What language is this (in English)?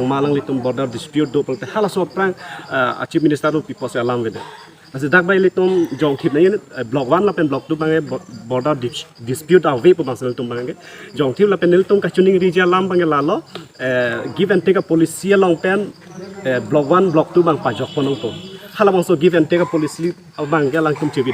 Karbi